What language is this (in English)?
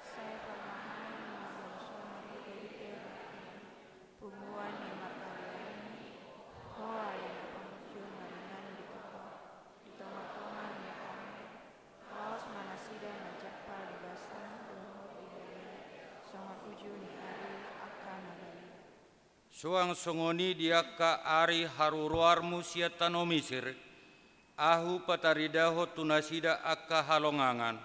Batak Toba